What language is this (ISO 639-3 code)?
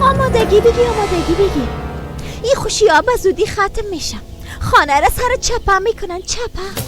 fas